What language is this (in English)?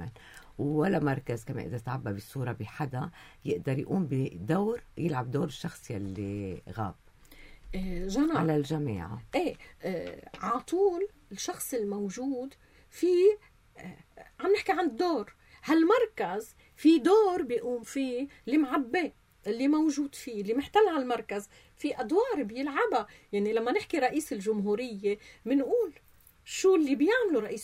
North Levantine Arabic